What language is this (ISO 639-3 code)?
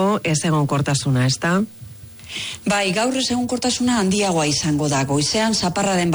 eus